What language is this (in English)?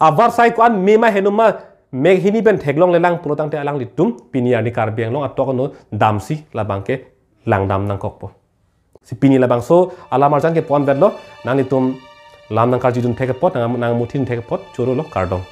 Karbi